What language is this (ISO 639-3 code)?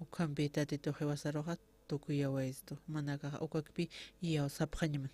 aym